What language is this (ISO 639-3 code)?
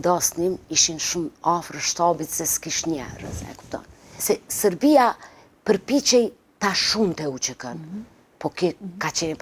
sqi